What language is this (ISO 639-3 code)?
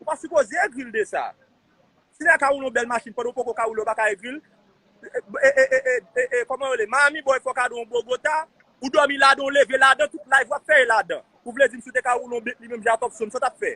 hat